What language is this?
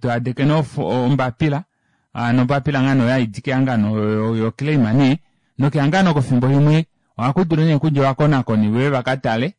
Kuanyama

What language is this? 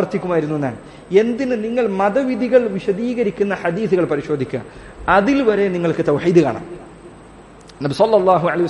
Malayalam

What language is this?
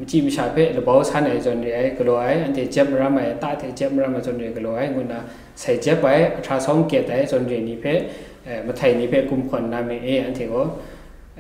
Kachin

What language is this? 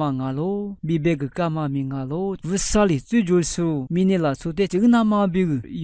Lisu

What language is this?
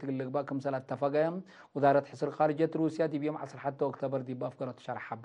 Tigre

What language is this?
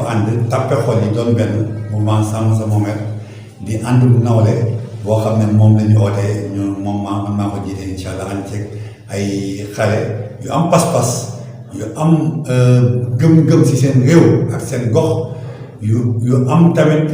Wolof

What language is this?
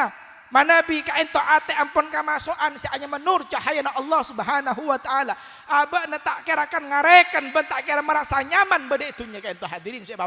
Madurese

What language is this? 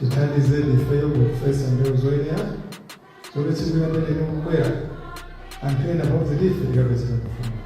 Nyanja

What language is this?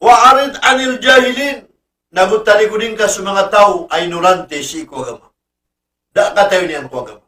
Maranao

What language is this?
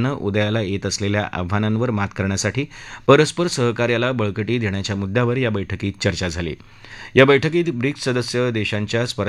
Marathi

